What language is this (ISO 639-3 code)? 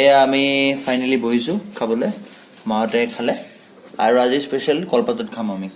asm